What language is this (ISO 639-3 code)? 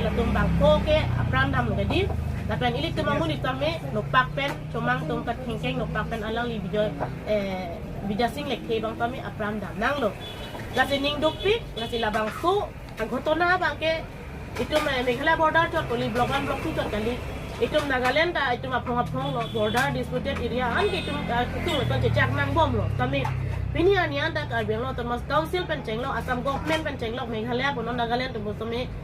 mjw